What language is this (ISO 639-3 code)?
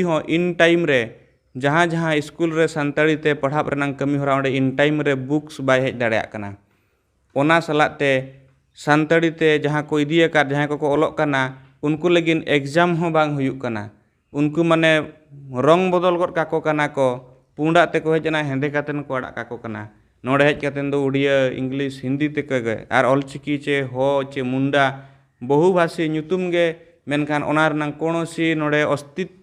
sat